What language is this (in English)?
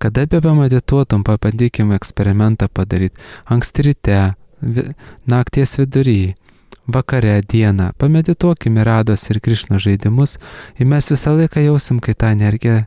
Lithuanian